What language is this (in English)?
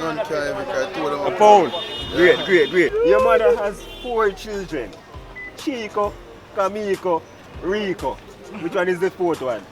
Jamaican Creole English